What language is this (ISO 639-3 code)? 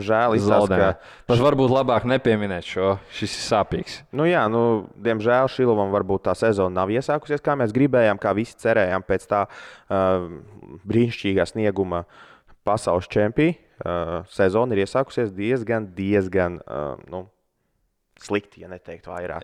lav